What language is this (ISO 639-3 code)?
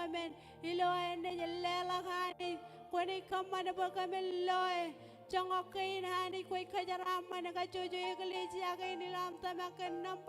mah